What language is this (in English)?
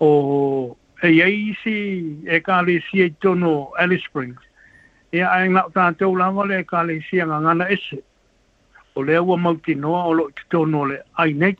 Samoan